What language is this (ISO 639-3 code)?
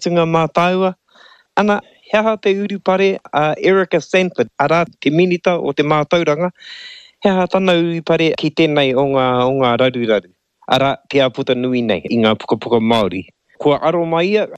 mri